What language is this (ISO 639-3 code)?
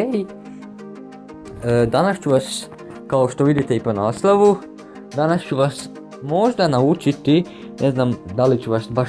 hrv